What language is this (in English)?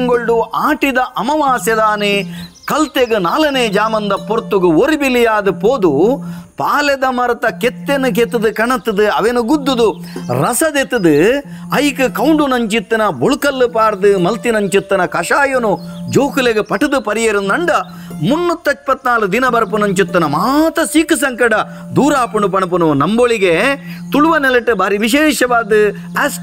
Tulu